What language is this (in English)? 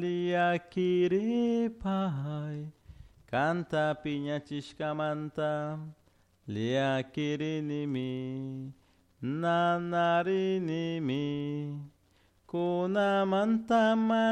Chimborazo Highland Quichua